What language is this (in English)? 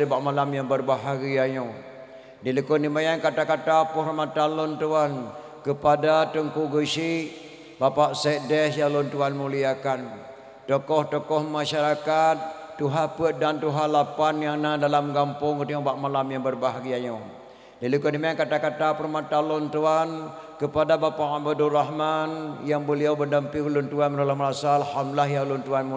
Achinese